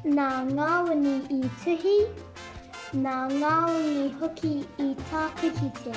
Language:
Māori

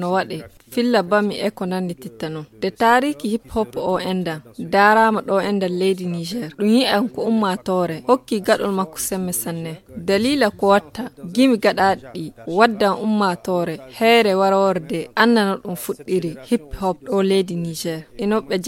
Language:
Fula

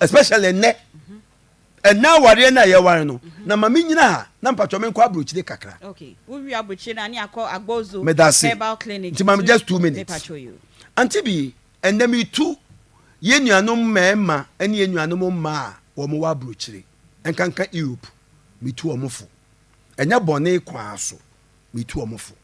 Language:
Akan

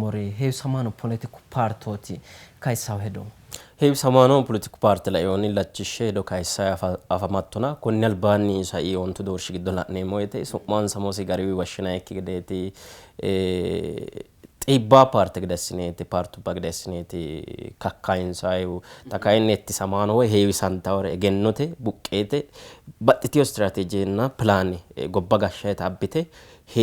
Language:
Sidamo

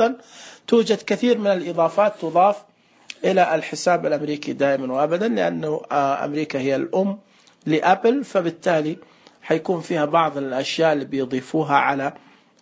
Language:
Najdi Arabic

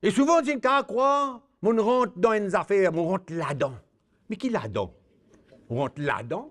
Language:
Morisyen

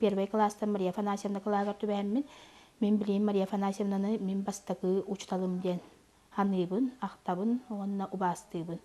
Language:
Yakut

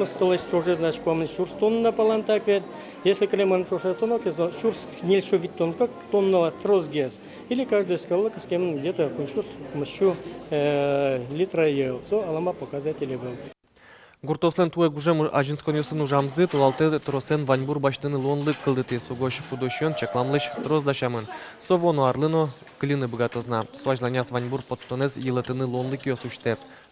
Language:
Udmurt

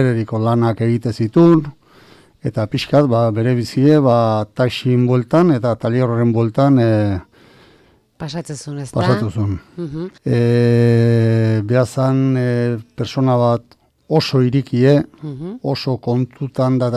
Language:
Basque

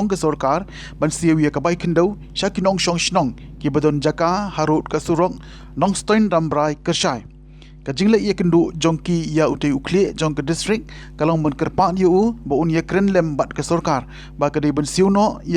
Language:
Khasi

